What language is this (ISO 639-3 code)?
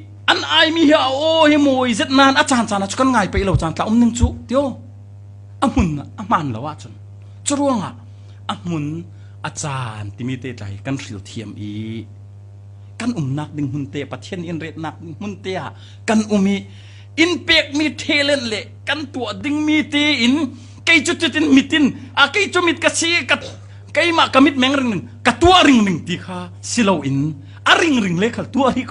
cfm